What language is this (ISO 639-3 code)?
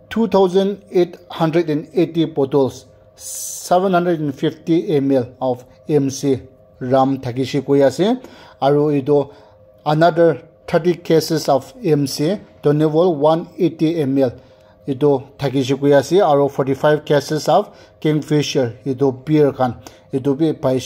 nag